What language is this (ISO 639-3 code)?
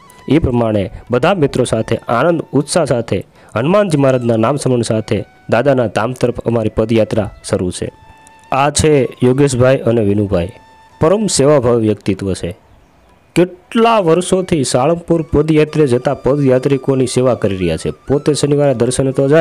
guj